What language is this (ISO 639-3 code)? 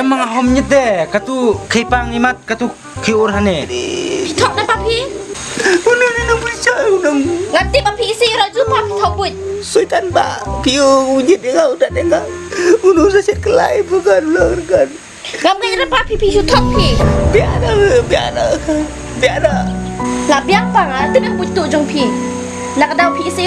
kha